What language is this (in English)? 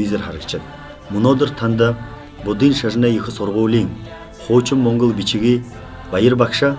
Buriat